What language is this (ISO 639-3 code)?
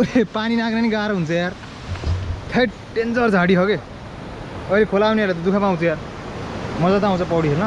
nep